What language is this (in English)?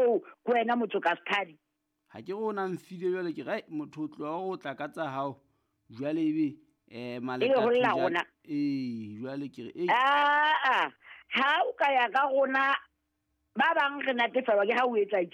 Southern Sotho